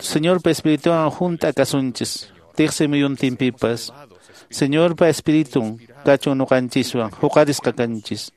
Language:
Quechua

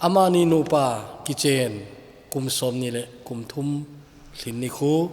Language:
Thado Chin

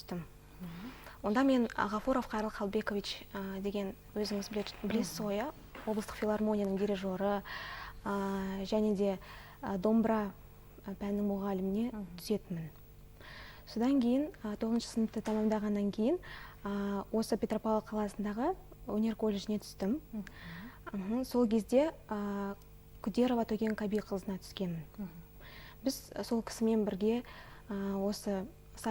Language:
Kazakh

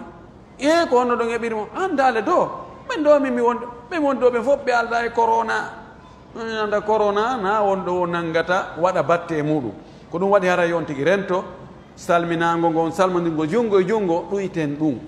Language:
Pular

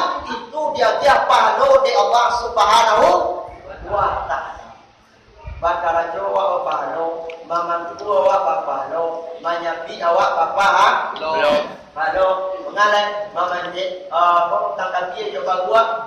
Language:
Minangkabau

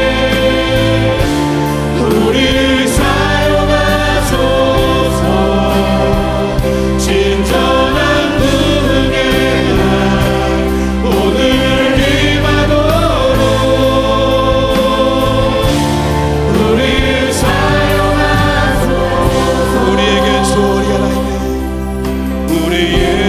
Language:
Korean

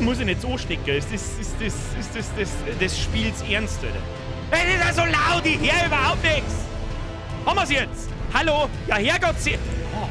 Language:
Bavarian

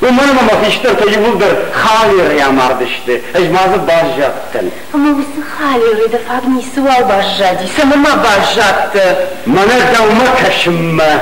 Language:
Ossetic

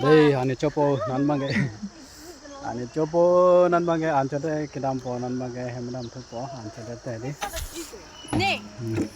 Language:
Karbi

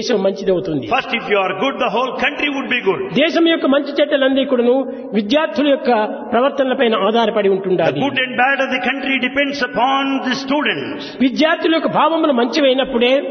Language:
Telugu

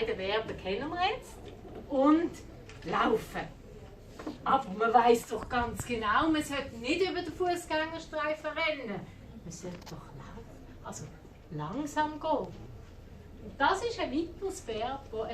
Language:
Swiss German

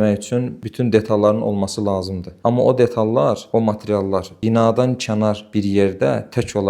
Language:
Azerbaijani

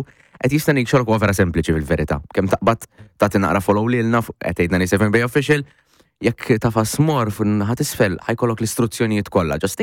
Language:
Maltese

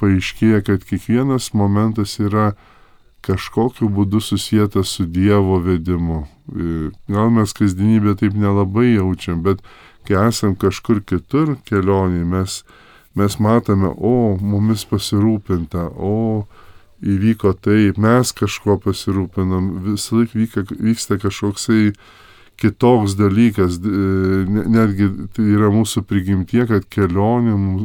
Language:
Lithuanian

